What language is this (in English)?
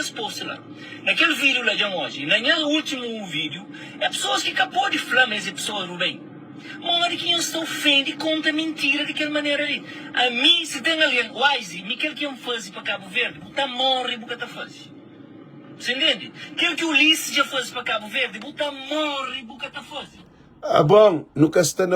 Kabuverdianu